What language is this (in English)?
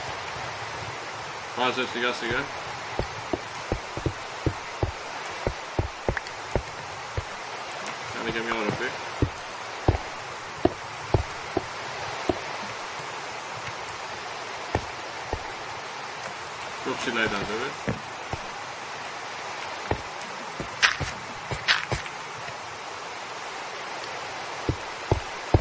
Greek